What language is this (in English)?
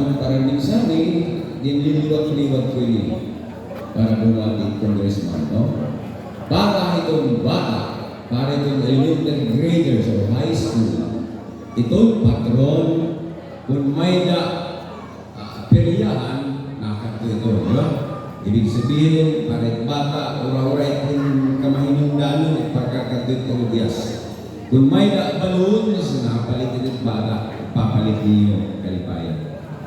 Waray